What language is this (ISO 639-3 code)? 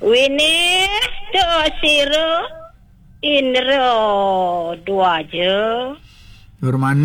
ban